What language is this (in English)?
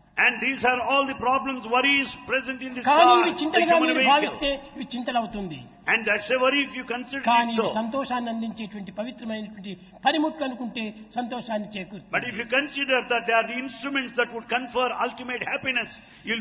Telugu